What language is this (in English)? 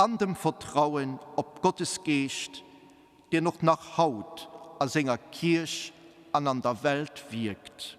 Luxembourgish